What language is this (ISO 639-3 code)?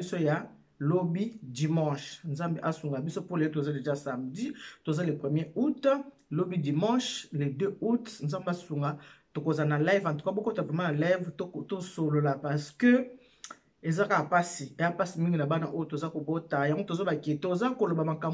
lin